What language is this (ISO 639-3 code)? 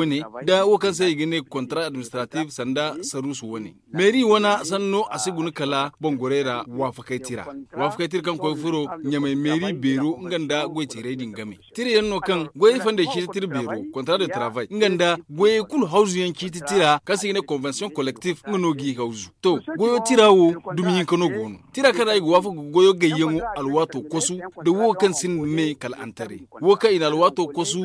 dje